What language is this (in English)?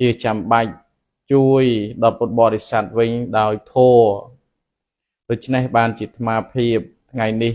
Khmer